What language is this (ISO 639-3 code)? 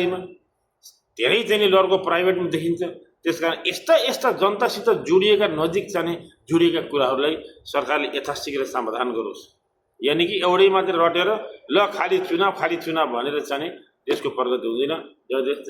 nep